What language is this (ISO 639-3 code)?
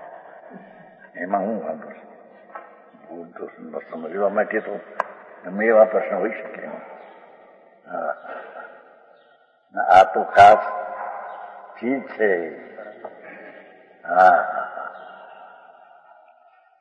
guj